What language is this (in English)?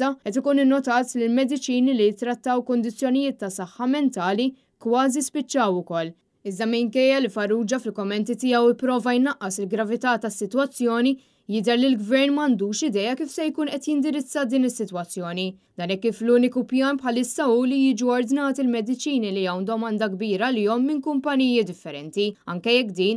Maltese